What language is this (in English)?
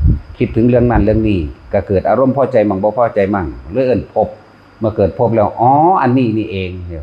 Northeastern Thai